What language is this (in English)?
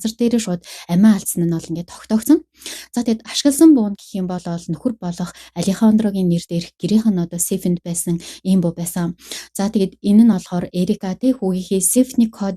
Mongolian